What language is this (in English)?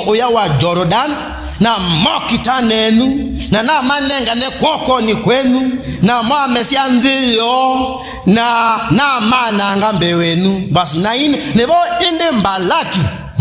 Kamba